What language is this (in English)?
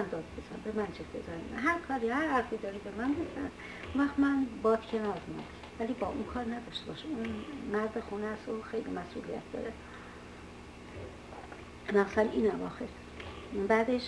Persian